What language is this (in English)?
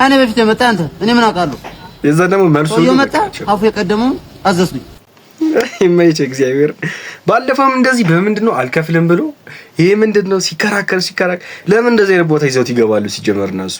Amharic